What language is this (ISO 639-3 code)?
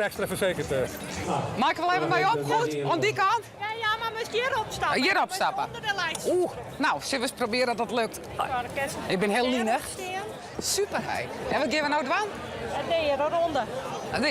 fry